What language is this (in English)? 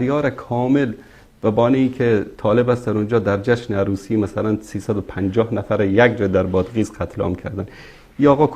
Persian